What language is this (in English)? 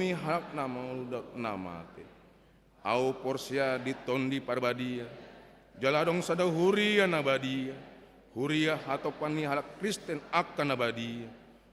Batak Toba